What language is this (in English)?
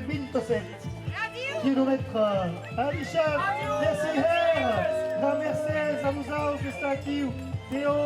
Occitan